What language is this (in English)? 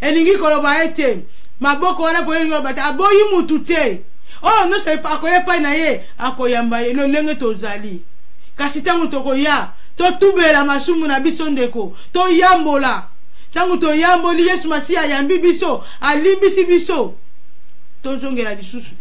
Lingala